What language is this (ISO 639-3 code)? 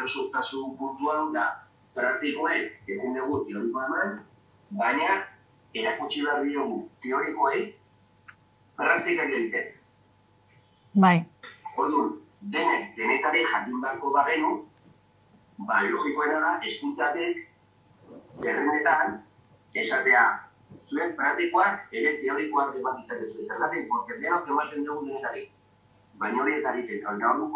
eus